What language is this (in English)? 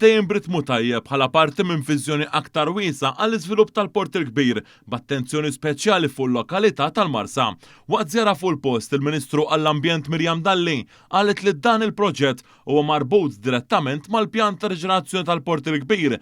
Maltese